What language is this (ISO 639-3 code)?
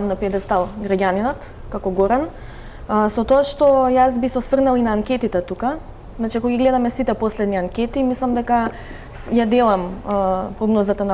mkd